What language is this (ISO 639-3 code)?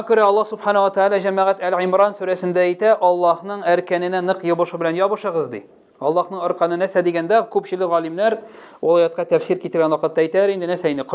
tat